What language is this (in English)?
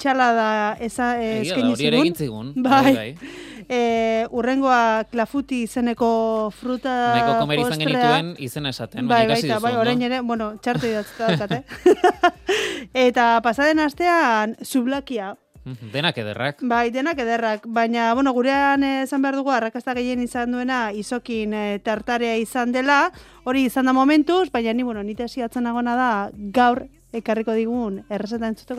Basque